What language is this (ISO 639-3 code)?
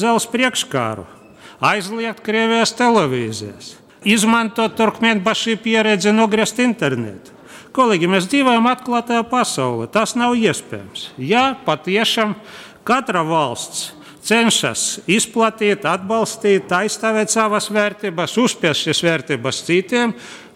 lav